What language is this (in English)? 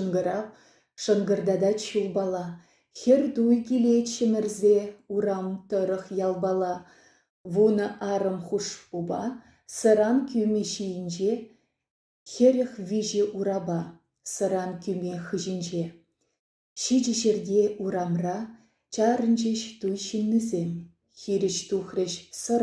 Chuvash